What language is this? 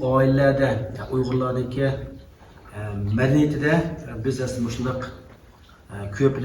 Uyghur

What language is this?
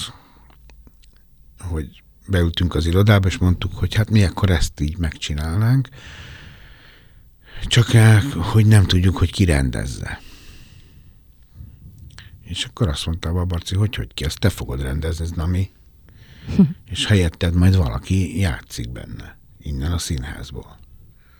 Hungarian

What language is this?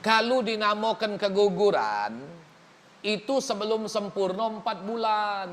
Musi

